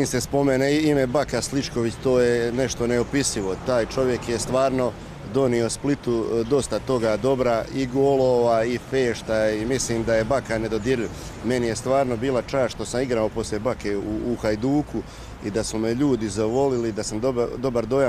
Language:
Bosnian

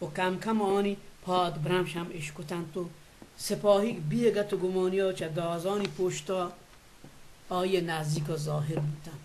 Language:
Baluchi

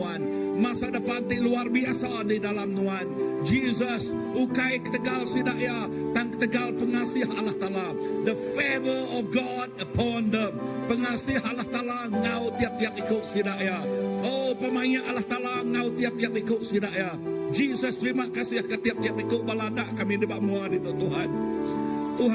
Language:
Iban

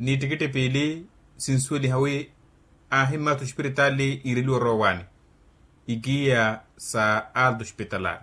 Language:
Makhuwa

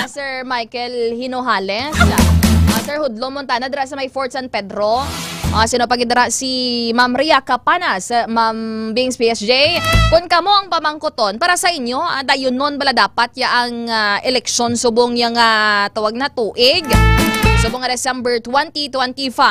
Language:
Hiligaynon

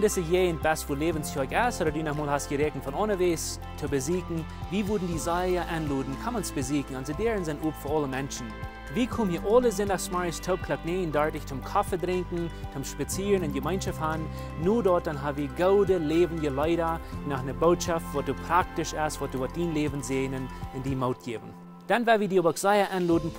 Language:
Plautdietsch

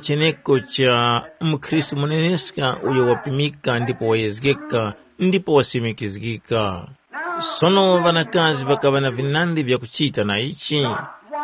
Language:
Tumbuka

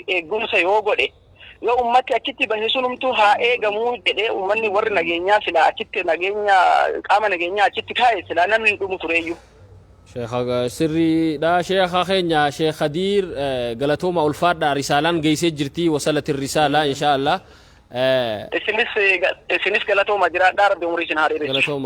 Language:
Oromo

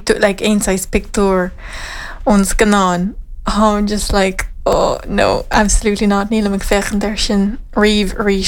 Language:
Irish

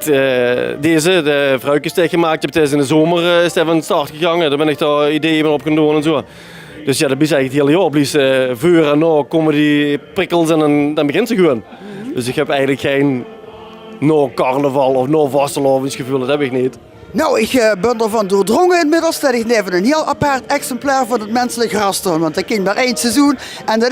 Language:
Limburgish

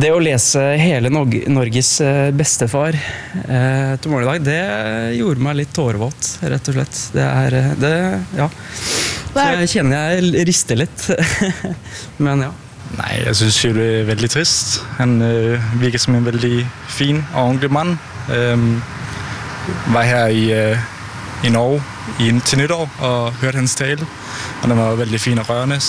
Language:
Norwegian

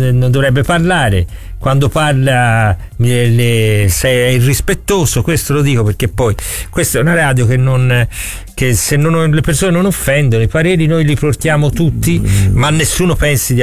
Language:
Italian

